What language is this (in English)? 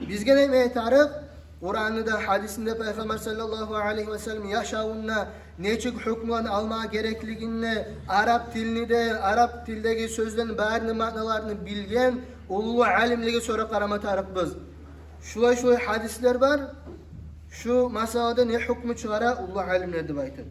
Kumyk